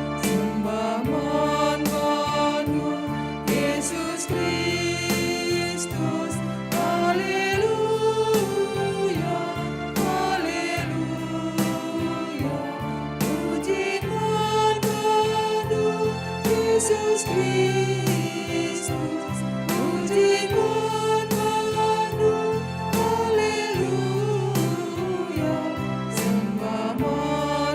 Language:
Batak Karo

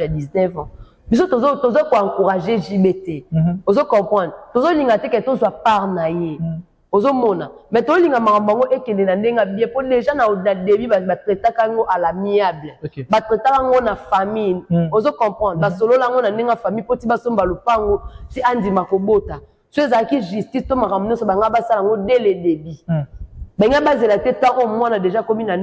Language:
Lingala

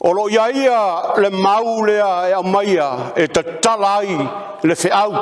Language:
Samoan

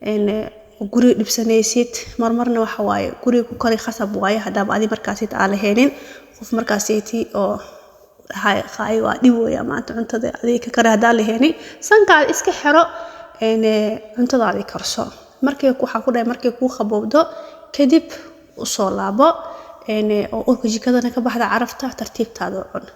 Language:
Somali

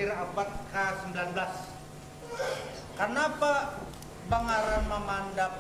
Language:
Banjar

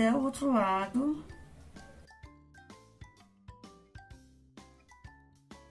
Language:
Portuguese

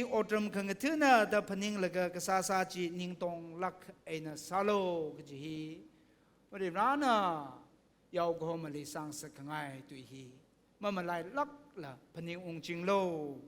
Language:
Tangkhul Naga (India)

